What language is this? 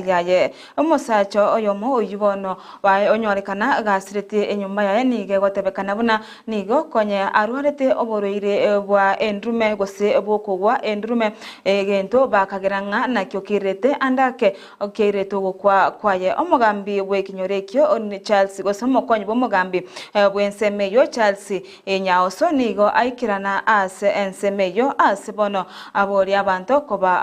Gusii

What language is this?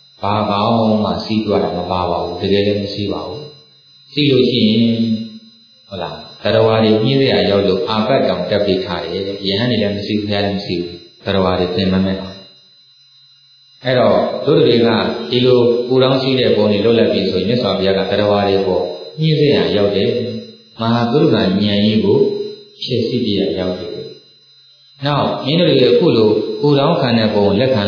Burmese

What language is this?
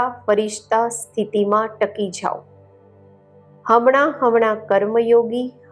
Gujarati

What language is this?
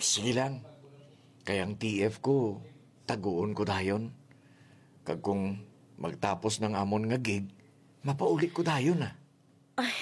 Hiligaynon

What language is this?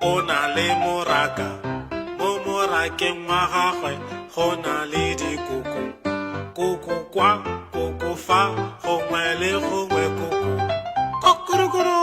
Tswana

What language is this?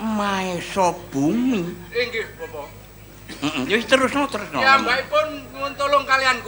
Javanese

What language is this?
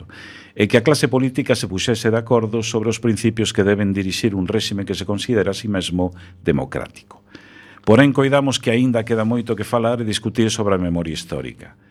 Galician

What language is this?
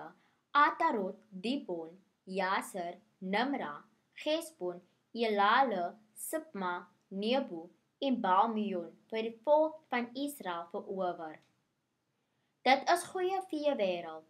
Afrikaans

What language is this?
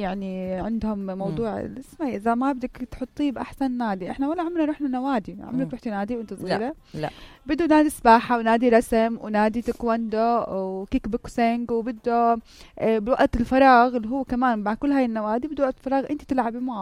North Levantine Arabic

